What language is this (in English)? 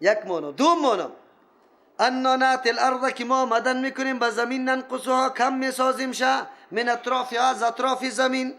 Persian